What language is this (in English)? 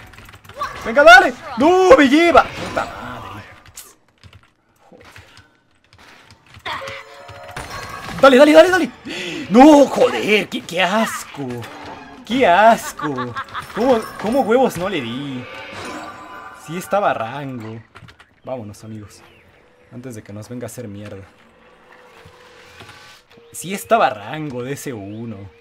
Spanish